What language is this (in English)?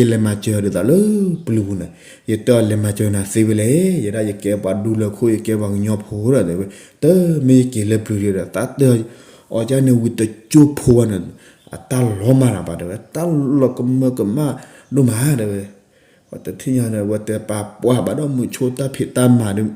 S'gaw Karen